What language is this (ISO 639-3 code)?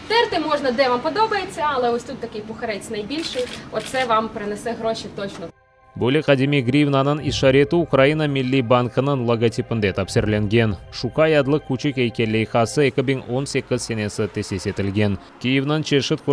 crh